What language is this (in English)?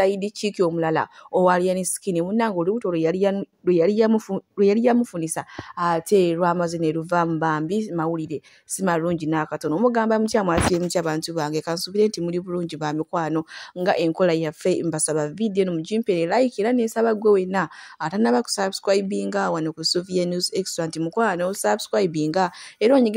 Ganda